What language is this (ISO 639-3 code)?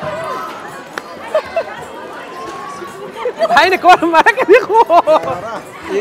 fas